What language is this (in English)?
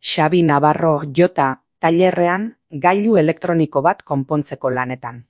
Basque